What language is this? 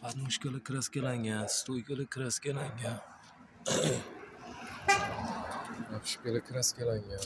Uzbek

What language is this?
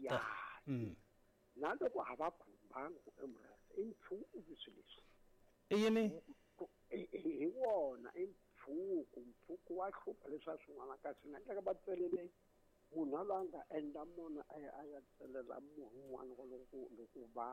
Tsonga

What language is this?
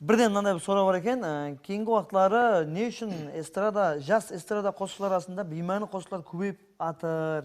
Kara-Kalpak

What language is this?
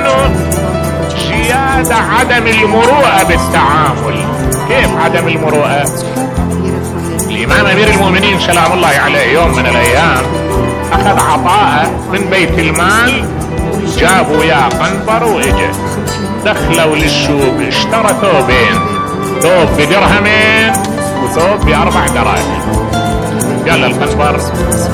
Arabic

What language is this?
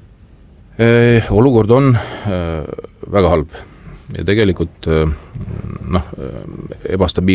Estonian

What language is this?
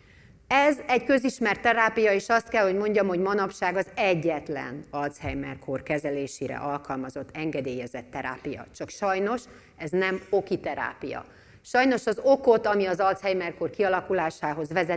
Hungarian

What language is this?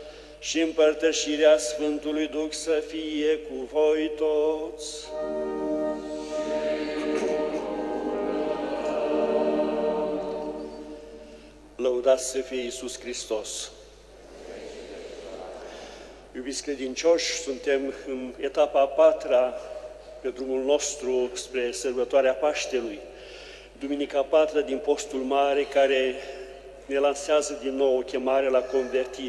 Romanian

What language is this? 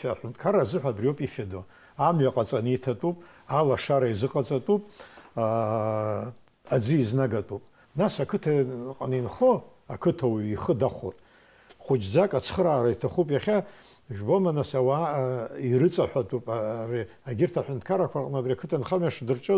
Abkhazian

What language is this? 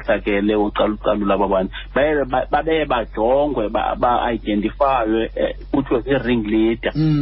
Xhosa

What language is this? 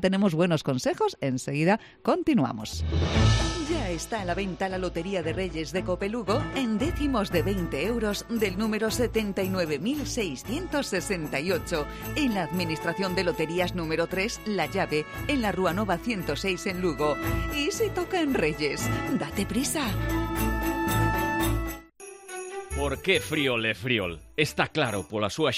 Spanish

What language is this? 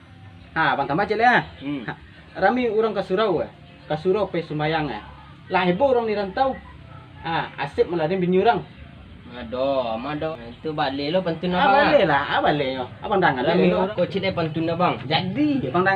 Minangkabau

